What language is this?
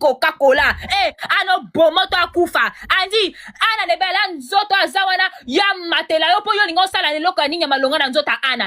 Lingala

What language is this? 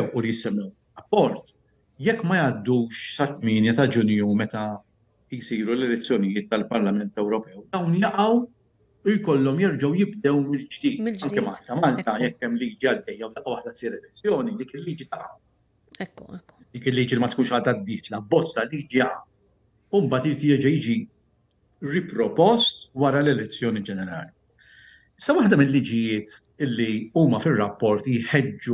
Maltese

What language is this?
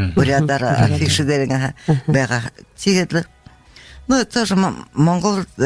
Buriat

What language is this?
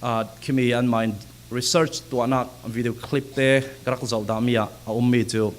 Falam Chin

